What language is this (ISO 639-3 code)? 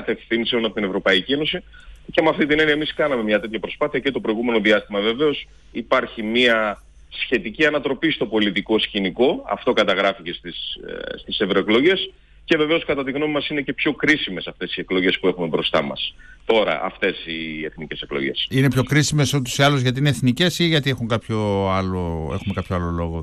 ell